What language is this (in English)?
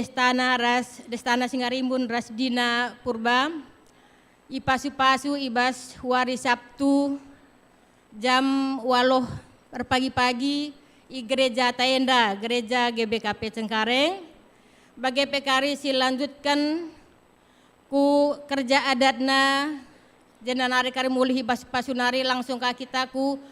Batak Karo